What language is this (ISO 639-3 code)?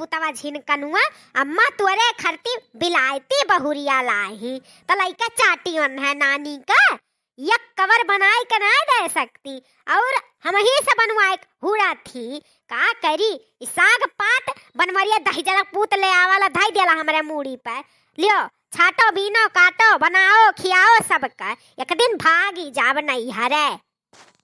awa